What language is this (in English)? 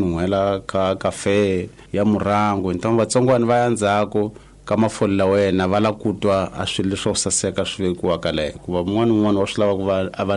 Tsonga